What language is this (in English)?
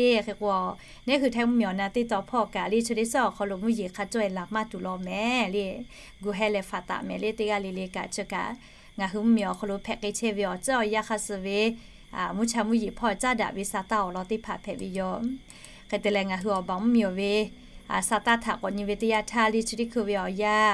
Lahu